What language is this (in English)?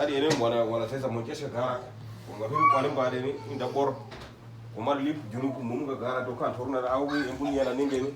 Uduk